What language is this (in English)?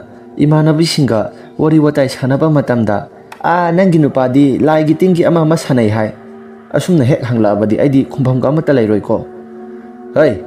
Manipuri